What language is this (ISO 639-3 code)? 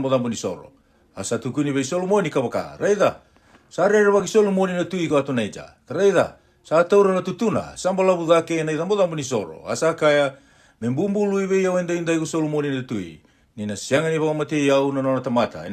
fij